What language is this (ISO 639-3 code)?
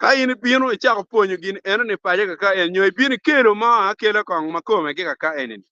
ach